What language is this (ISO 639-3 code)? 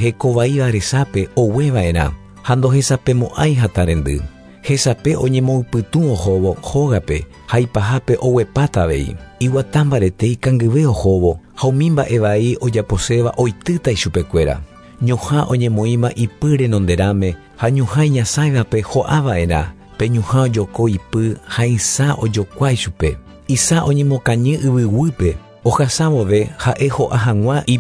grn